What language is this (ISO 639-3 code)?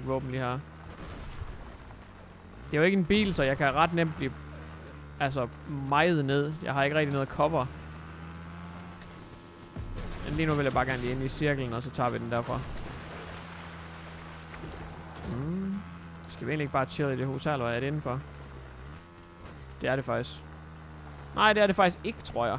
dan